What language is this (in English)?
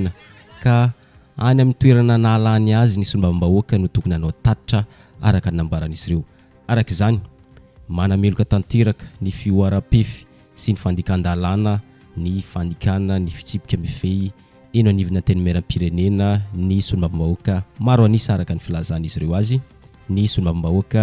Malagasy